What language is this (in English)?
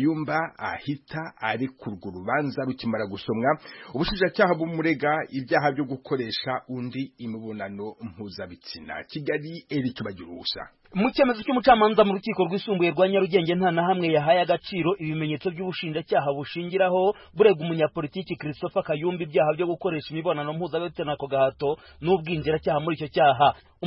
Kinyarwanda